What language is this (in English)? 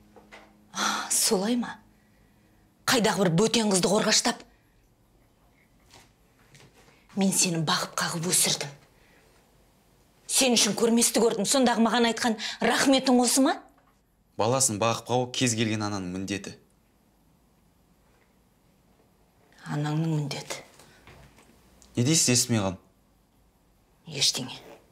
Kazakh